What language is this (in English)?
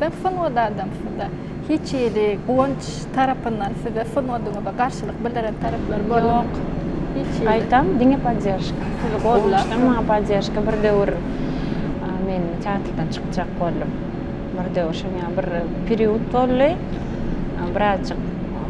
Turkmen